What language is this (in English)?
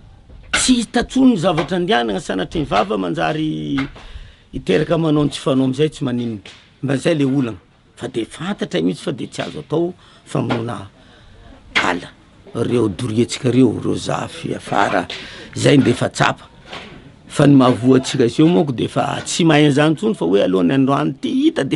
Malagasy